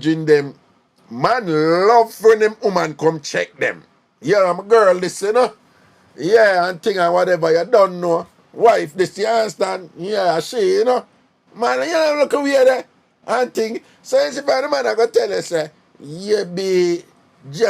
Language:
Jamaican Creole English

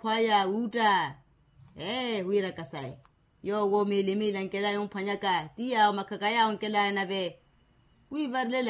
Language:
Makhuwa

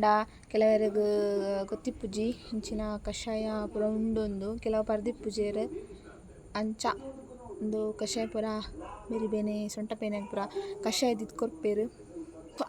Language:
Tulu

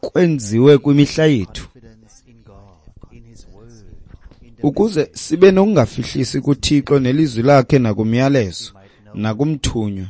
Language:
Xhosa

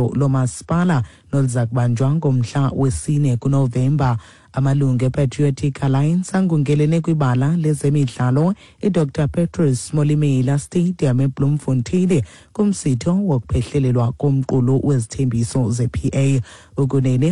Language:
Xhosa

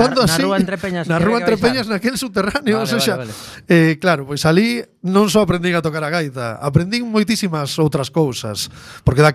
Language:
Galician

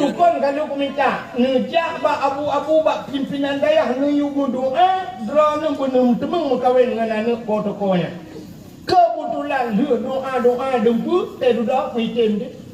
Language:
Achinese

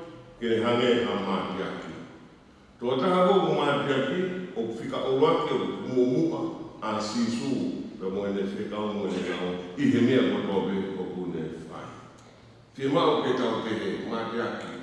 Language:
Tongan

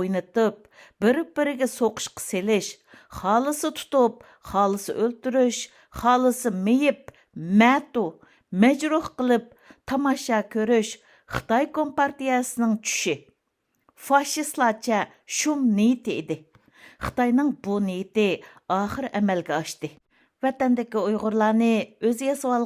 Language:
Uyghur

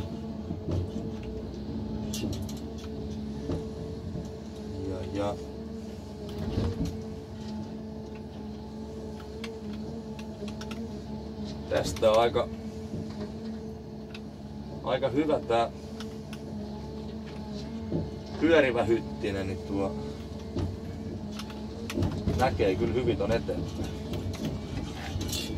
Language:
Finnish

